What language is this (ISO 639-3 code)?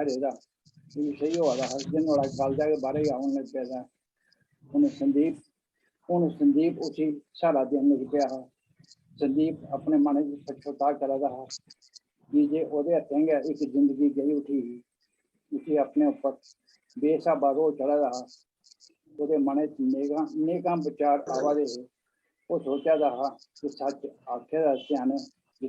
doi